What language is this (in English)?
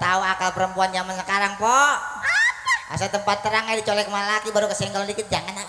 Betawi